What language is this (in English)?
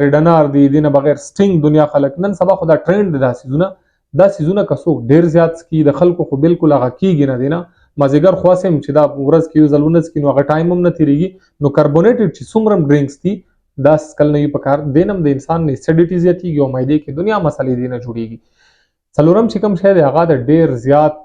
Pashto